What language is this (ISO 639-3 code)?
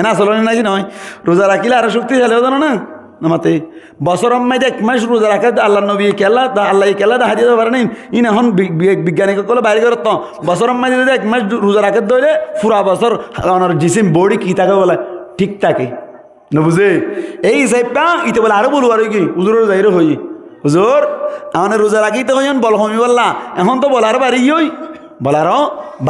rhg